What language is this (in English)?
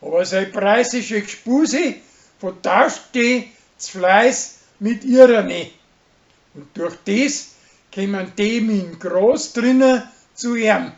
Bavarian